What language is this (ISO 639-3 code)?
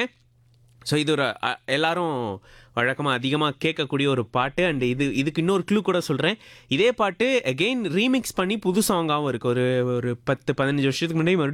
tam